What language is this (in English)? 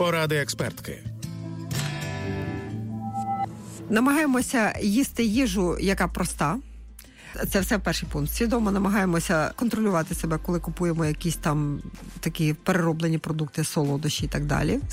Ukrainian